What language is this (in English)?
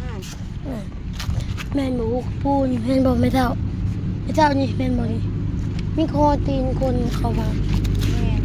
Northeastern Thai